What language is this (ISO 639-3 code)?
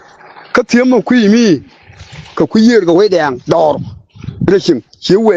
nus